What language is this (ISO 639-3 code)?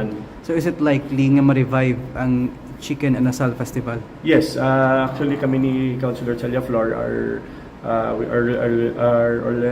hil